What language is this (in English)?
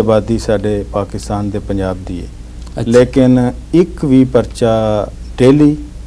Punjabi